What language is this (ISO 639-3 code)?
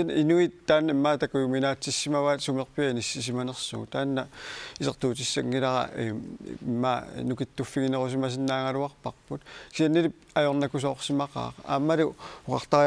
kal